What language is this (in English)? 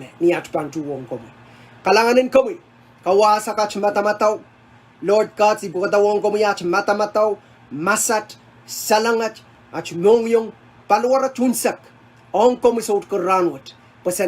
Pohnpeian